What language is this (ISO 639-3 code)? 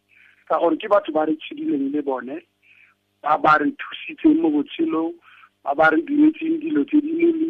tsn